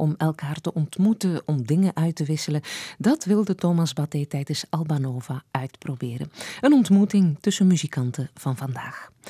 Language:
Dutch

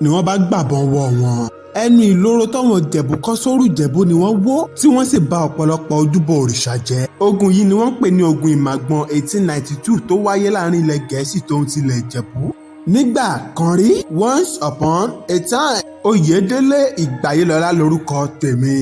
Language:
Yoruba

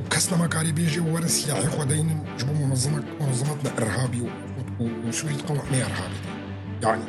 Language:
Kurdish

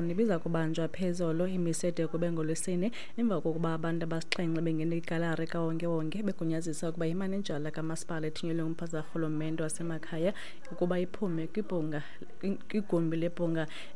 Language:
Xhosa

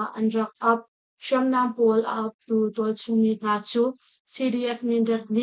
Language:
Hakha Chin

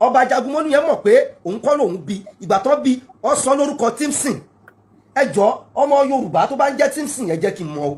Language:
Yoruba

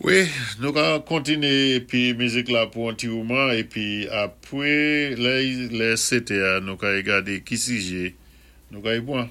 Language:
Saint Lucian Creole French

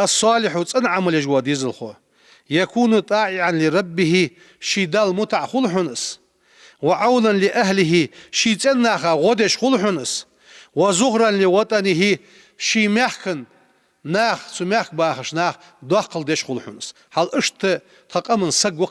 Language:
Ingush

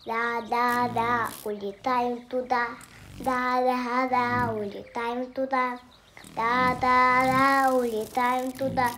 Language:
Basque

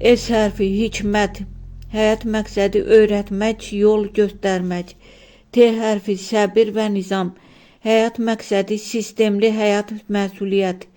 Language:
Azerbaijani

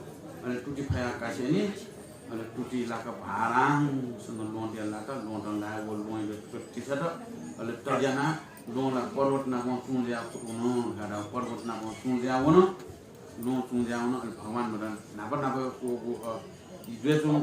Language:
Newari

